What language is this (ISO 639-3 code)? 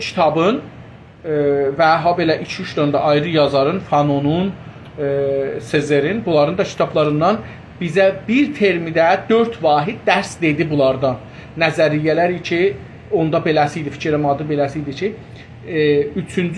azb